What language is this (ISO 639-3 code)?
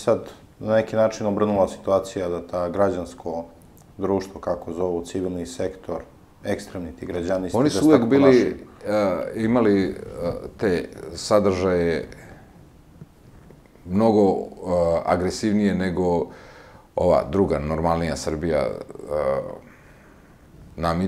srp